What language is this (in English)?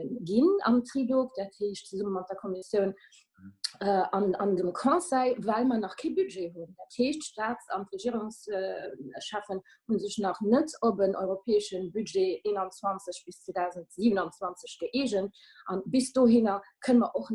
Luxembourgish